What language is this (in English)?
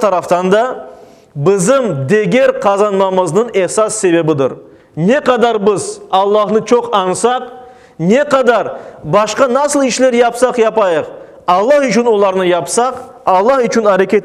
Crimean Tatar